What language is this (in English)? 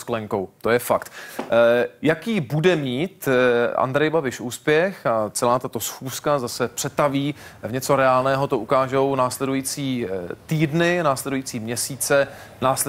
Czech